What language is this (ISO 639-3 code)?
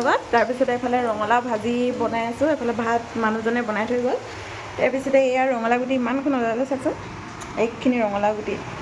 asm